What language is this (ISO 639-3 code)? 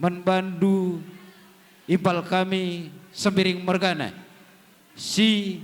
btx